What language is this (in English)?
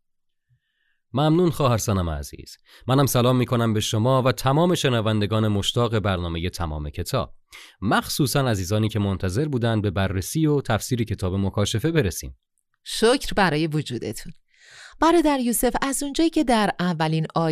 Persian